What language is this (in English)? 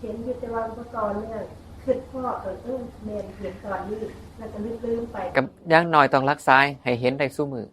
Northeastern Thai